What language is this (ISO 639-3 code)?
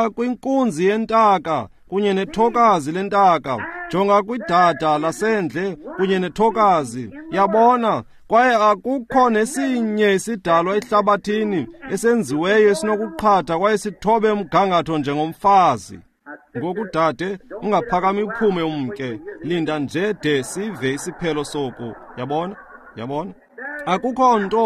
xho